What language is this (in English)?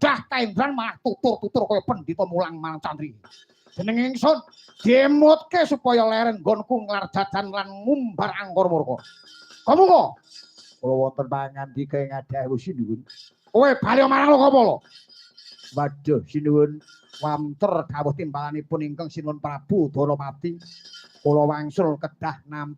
Javanese